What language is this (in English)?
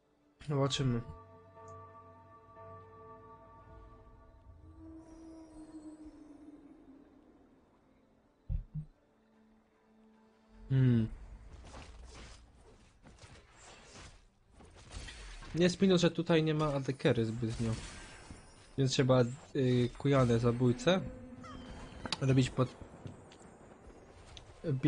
Polish